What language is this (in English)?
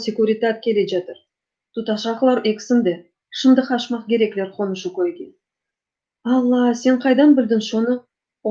Crimean Tatar